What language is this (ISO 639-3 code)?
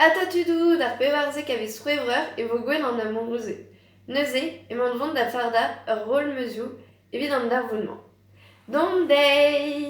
bre